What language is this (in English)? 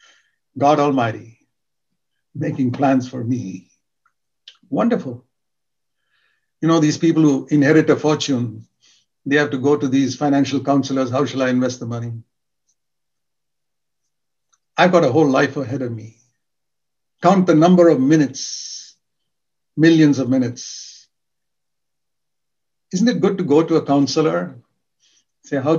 English